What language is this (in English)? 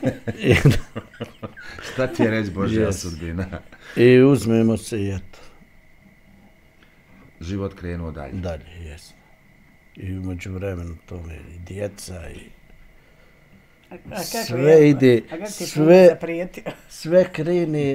Bosnian